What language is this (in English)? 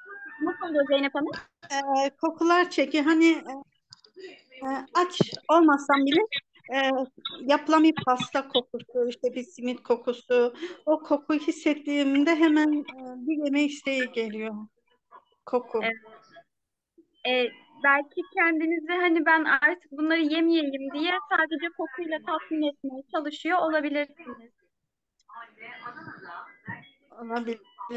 Turkish